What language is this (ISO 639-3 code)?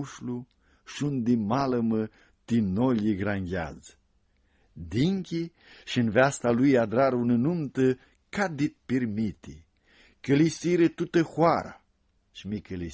rup